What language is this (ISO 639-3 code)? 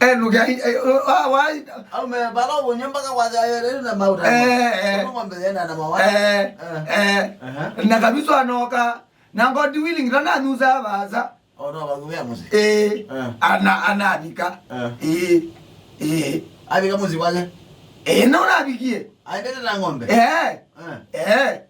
kam